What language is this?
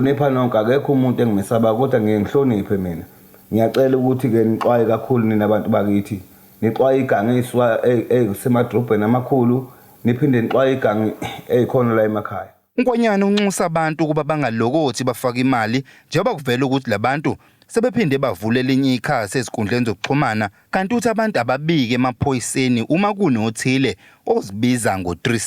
Zulu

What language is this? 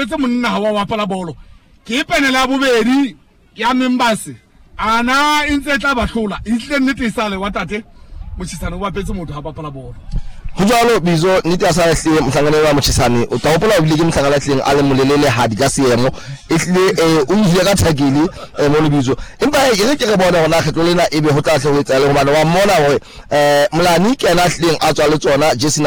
Southern Sotho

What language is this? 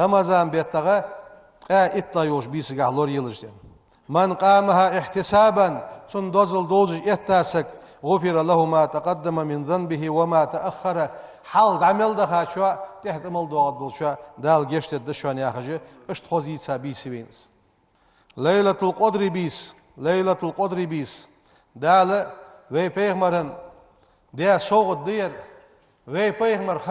Ingush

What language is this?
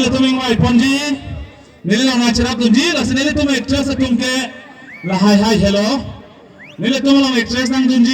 Karbi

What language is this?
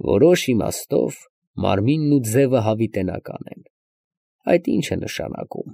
Armenian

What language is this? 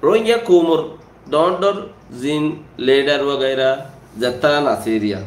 Rohingya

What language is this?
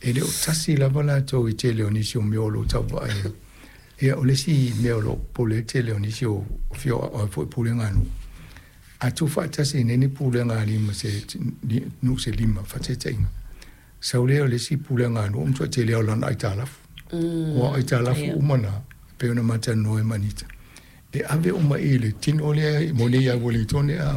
Samoan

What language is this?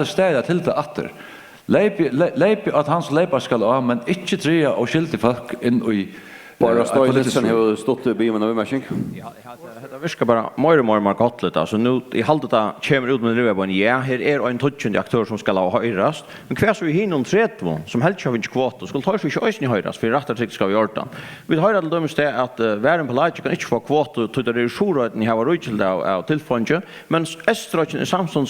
Faroese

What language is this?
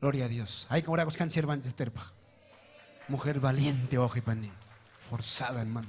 Ayacucho Quechua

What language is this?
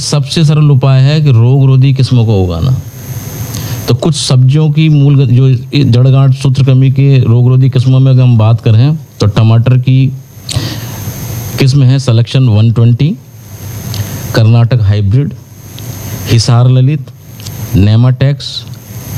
Hindi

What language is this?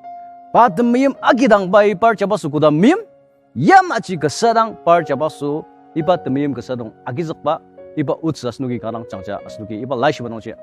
Ao Naga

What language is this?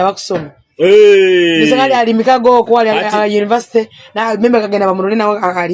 Nyoro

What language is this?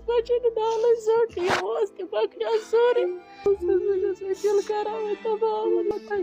Kashmiri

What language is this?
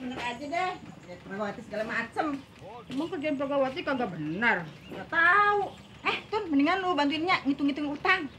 Betawi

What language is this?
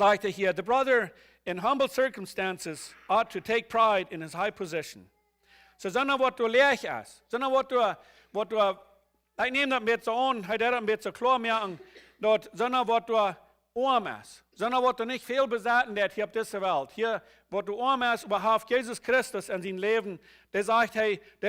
Plautdietsch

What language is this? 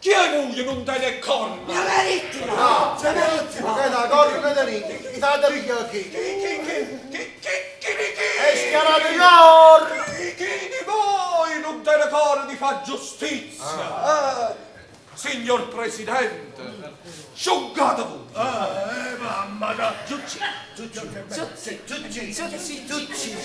Neapolitan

